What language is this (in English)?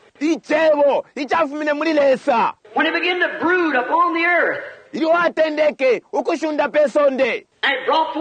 Bemba